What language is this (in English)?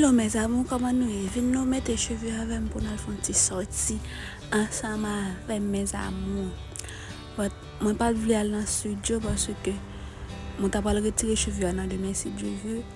Haitian Creole